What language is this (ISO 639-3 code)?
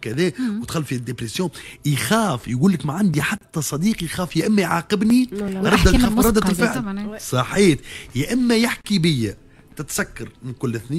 aeb